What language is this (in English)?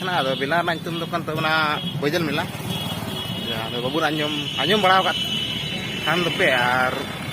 Santali